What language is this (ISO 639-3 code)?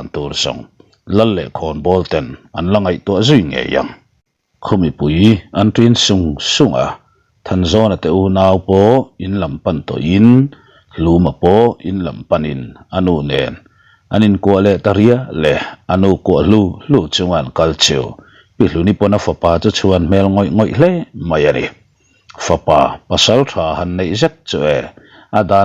lus